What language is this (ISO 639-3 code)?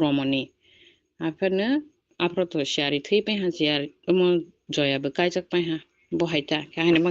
trp